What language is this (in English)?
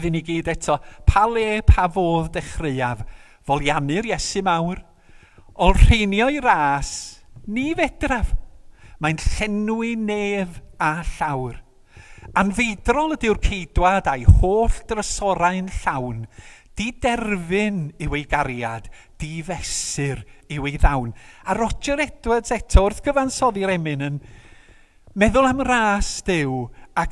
Welsh